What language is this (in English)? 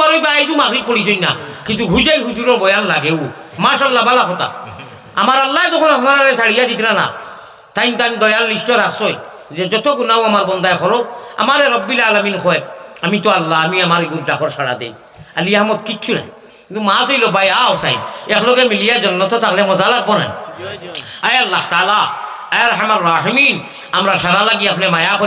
Sylheti